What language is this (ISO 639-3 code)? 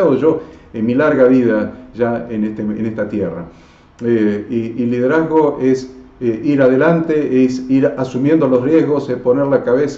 spa